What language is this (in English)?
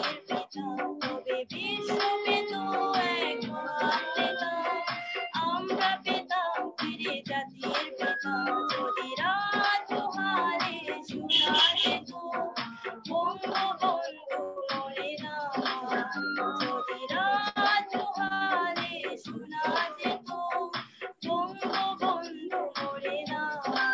Bangla